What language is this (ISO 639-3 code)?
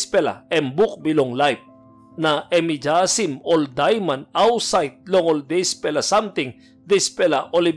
tpi